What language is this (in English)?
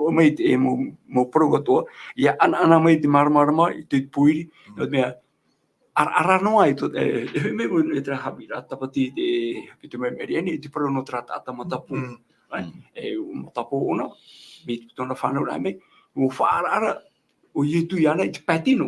Tahitian